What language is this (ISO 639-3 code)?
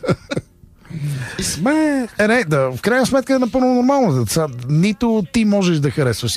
bul